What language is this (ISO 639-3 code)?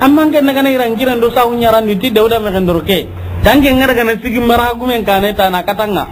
snk